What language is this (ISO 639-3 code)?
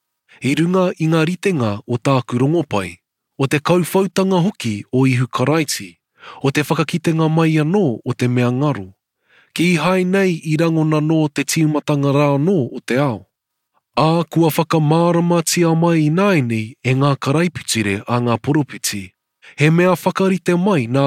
mri